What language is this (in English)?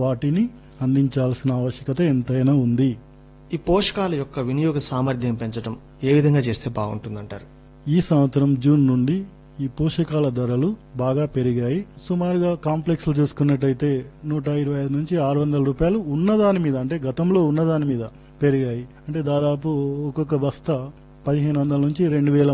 Telugu